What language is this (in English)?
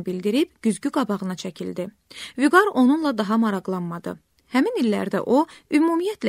Azerbaijani